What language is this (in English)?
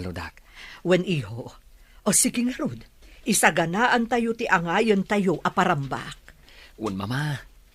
Iloko